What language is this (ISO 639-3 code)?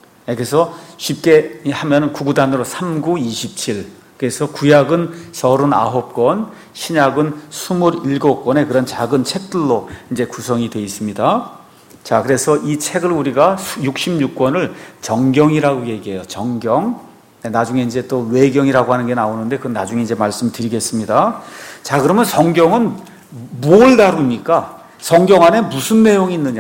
kor